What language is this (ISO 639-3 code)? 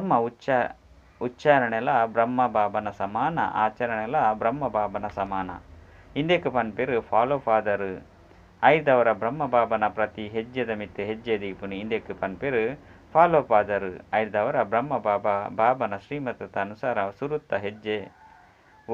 tcy